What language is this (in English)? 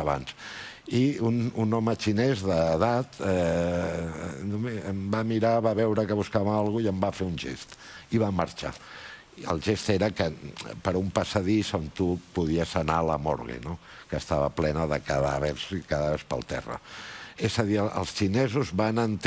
Catalan